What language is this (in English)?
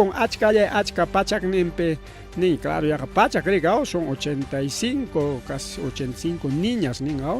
Ayacucho Quechua